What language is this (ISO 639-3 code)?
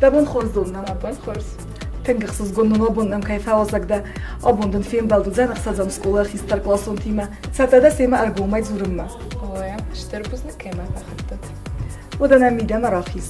oss